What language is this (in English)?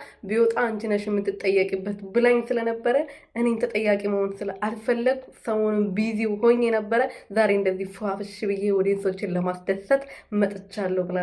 Amharic